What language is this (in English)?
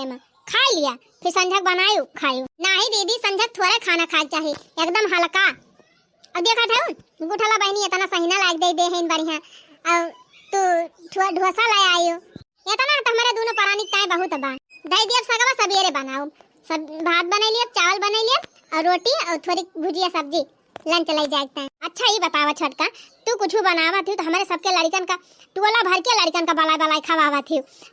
Awadhi